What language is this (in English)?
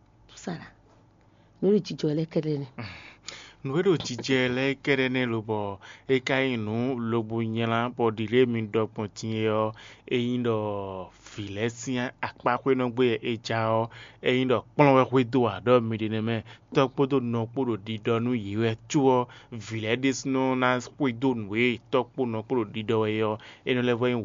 Fon